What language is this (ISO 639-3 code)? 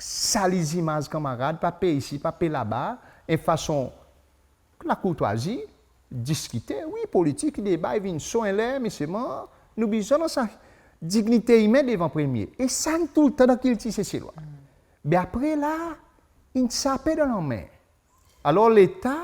crs